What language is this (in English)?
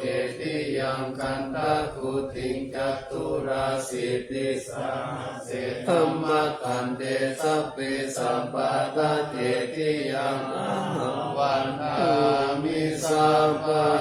Pali